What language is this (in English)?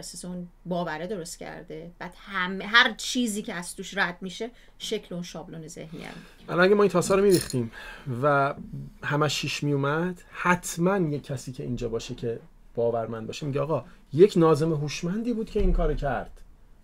Persian